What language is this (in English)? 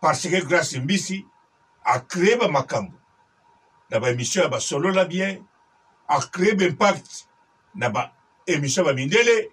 Lingala